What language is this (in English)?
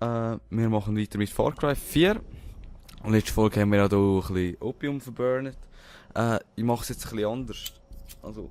Swiss German